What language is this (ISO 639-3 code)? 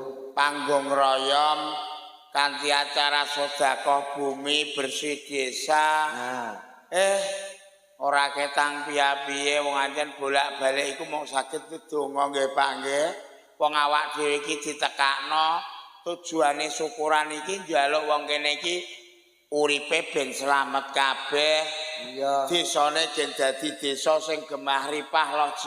jav